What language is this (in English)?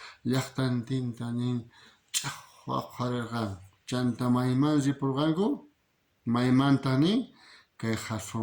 South Bolivian Quechua